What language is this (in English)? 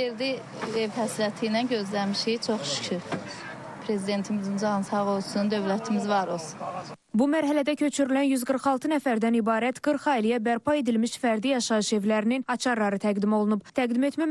Azerbaijani